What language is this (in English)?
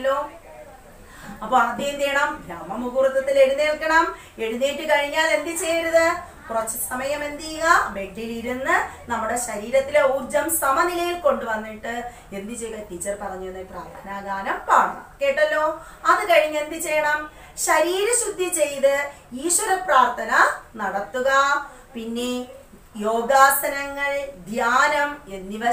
Malayalam